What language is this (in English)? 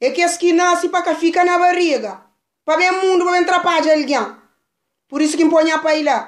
Kabuverdianu